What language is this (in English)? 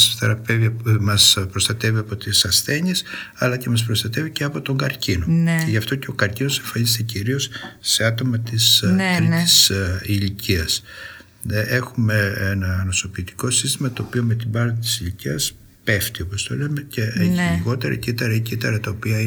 Greek